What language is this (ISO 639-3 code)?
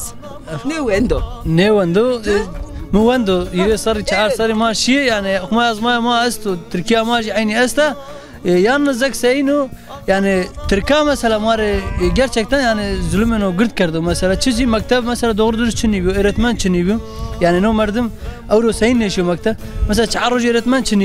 zza